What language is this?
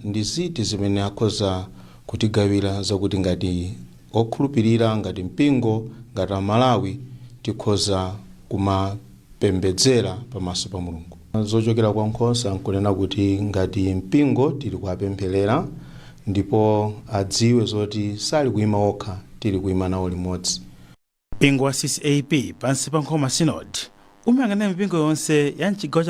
Nyanja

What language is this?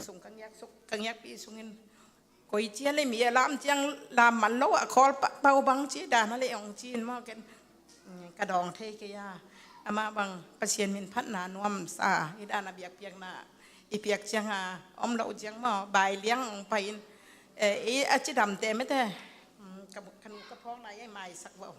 Tedim Chin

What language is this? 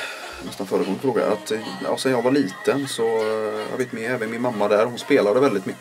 Swedish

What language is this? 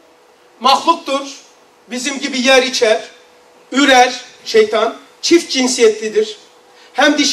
Turkish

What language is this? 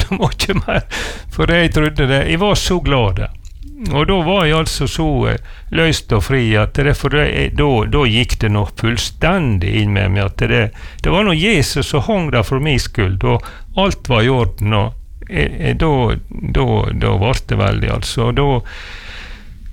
Norwegian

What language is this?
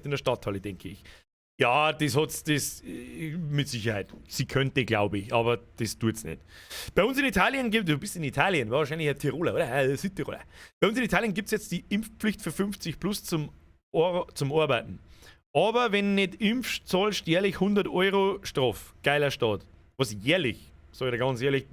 Bavarian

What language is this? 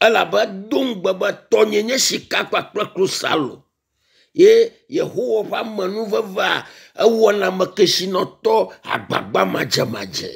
Ewe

